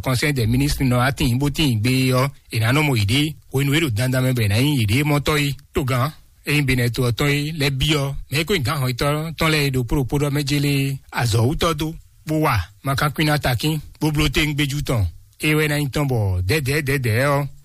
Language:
Fon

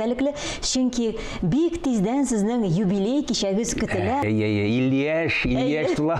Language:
Tatar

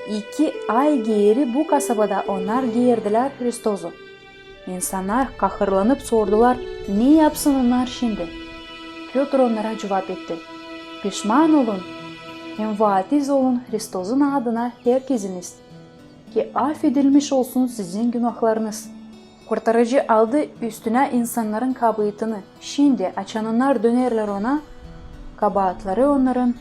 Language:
Gagauz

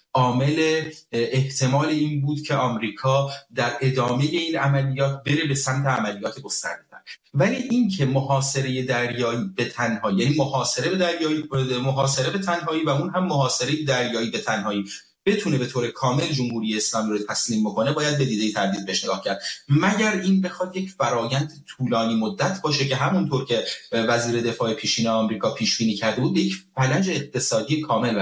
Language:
Persian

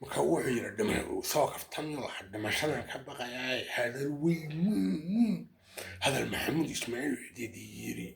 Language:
Somali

